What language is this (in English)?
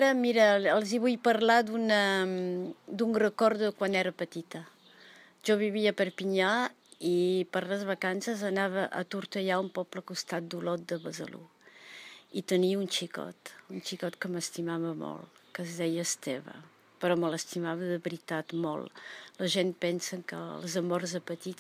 Catalan